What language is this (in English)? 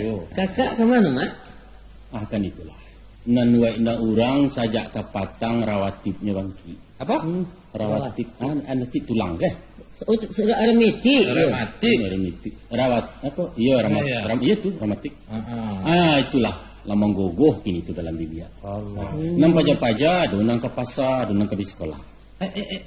Minangkabau